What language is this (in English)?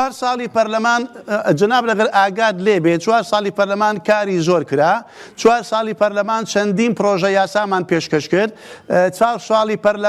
Central Kurdish